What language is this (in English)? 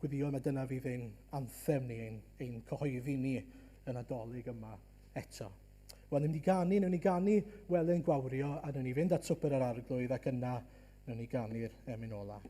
Welsh